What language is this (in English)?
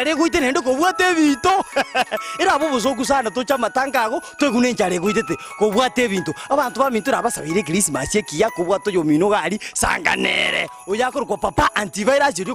Gusii